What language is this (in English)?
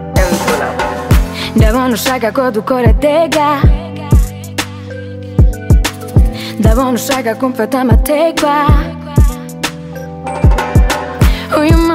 Kinyarwanda